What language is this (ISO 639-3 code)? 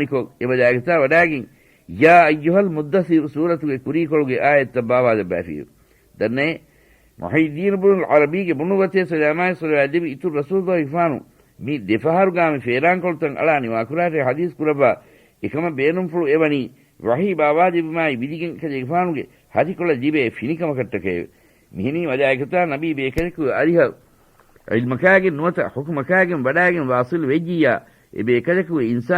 div